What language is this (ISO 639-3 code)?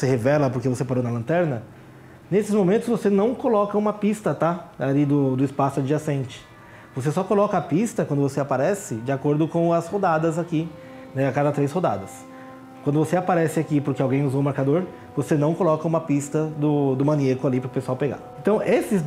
por